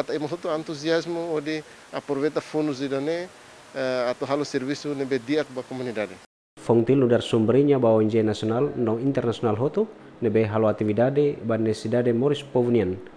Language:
Tetum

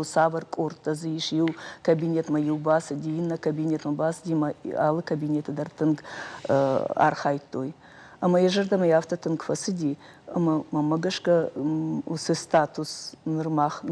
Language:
Ossetic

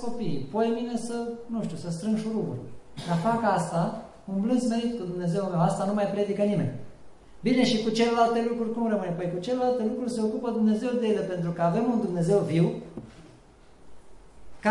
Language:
Romanian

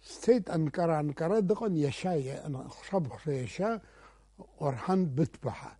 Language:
Abkhazian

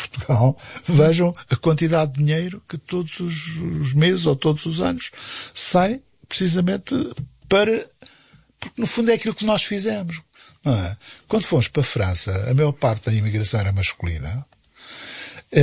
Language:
Portuguese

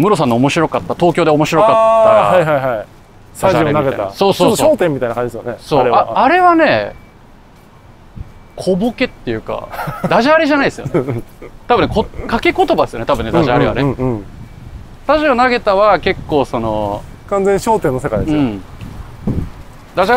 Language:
Japanese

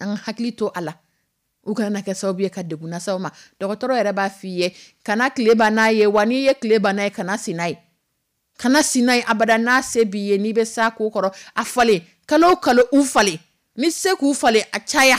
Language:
Dyula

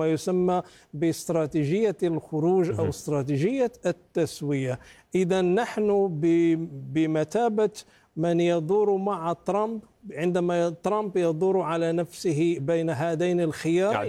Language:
Arabic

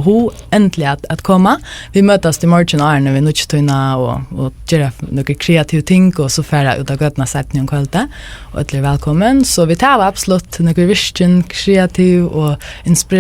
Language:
Faroese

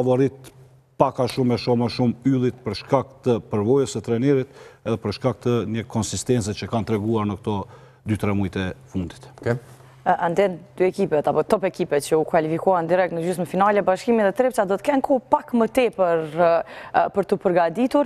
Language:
Albanian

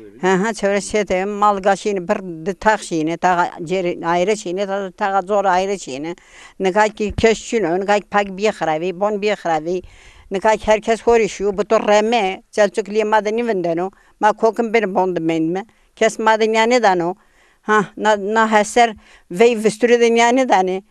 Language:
Zaza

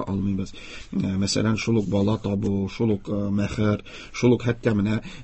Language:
Tatar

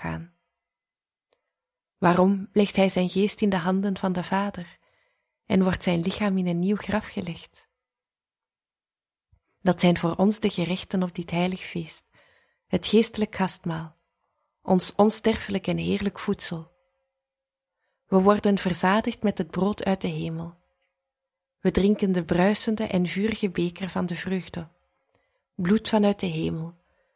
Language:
Dutch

